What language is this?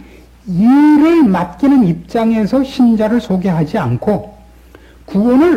Korean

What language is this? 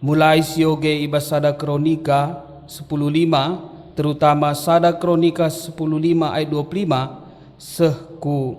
Batak Karo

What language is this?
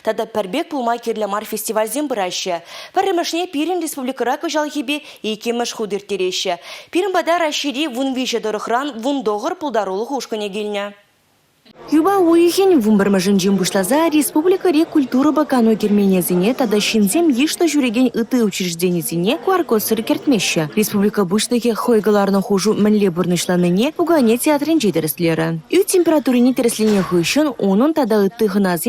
Chuvash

